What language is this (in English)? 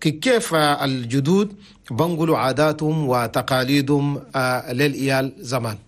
Chadian Arabic